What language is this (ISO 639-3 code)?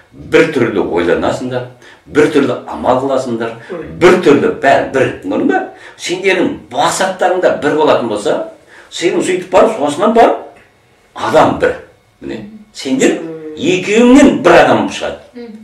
kaz